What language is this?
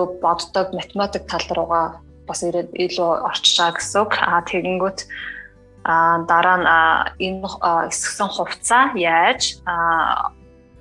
Mongolian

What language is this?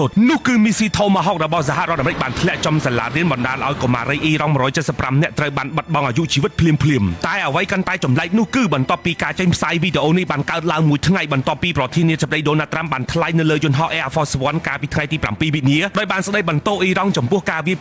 Khmer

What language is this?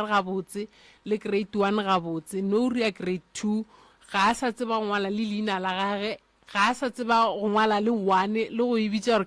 Northern Sotho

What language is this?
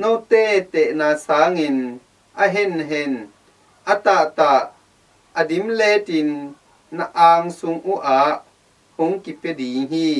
Tedim Chin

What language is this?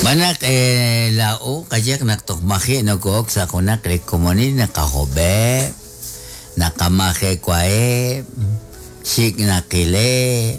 Kekchí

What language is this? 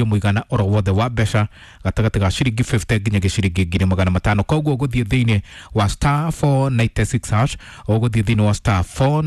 Kikuyu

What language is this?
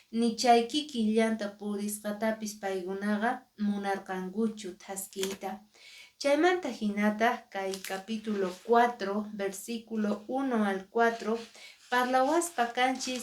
Quechua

